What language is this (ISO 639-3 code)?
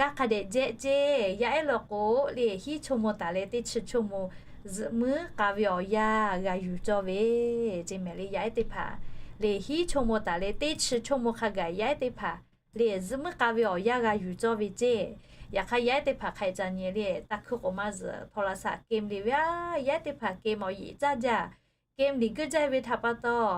lhu